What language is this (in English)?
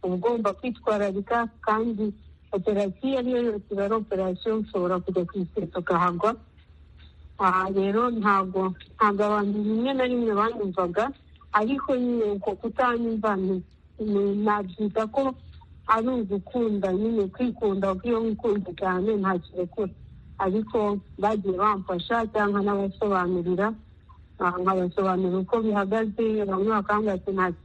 Kinyarwanda